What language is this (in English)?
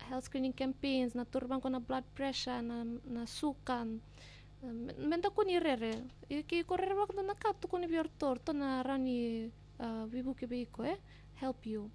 Fijian